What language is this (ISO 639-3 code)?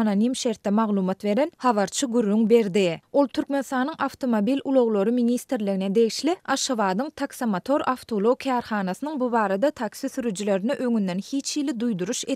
tuk